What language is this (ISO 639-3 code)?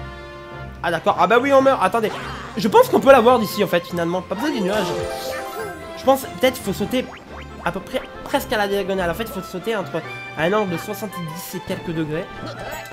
fra